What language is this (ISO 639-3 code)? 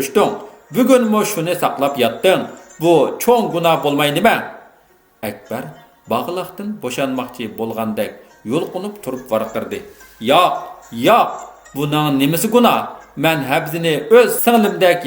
uig